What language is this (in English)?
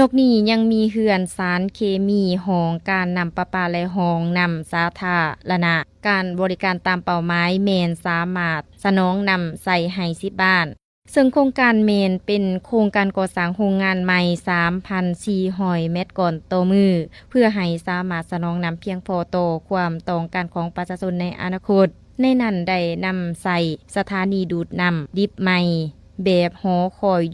Lao